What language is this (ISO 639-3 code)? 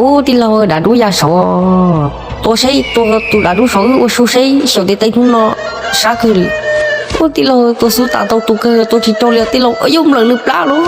hmn